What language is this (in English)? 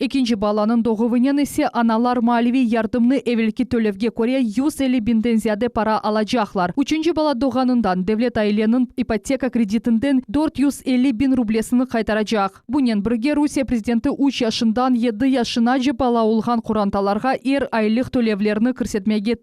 Crimean Tatar